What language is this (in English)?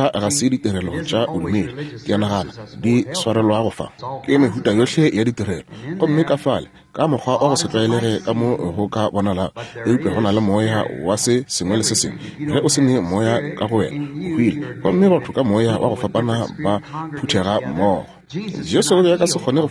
Northern Sotho